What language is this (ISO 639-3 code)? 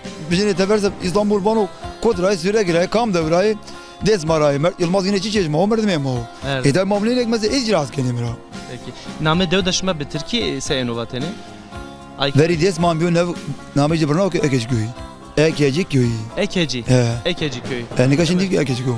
zza